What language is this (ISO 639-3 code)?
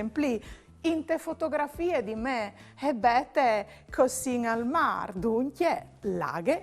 fur